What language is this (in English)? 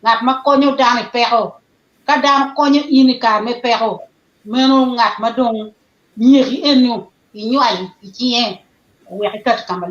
Acoli